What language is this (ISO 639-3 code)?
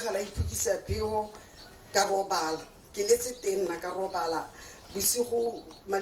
tsn